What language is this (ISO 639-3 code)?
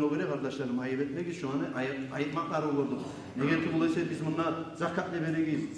kum